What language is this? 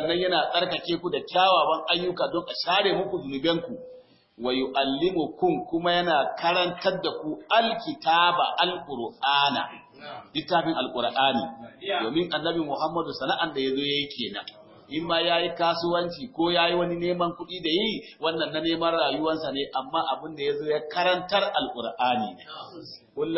Hausa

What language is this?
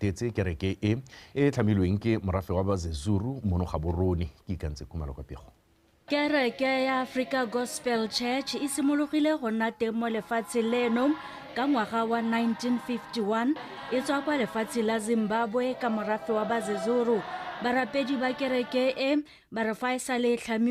Tswana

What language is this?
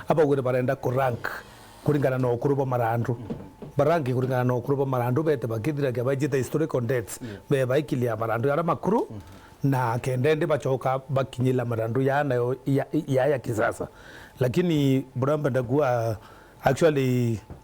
Meru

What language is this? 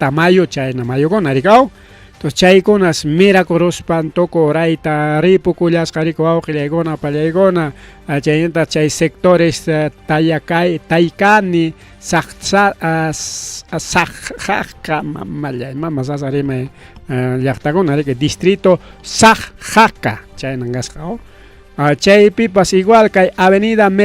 Ayacucho Quechua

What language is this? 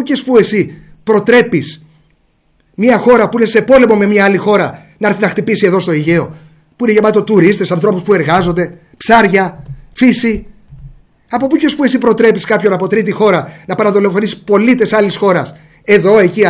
Greek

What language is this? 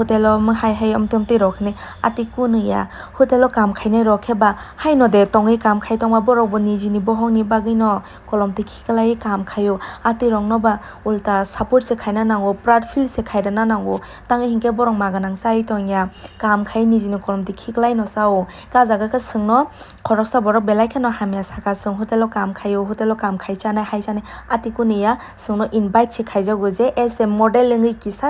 Kok Borok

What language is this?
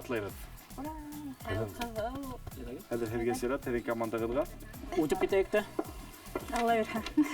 Bashkir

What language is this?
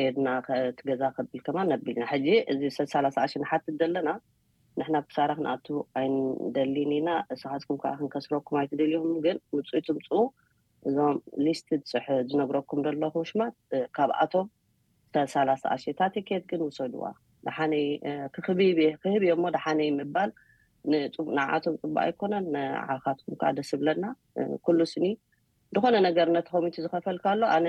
Tigrinya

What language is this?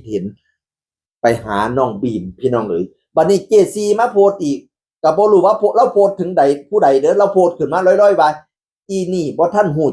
Northeastern Thai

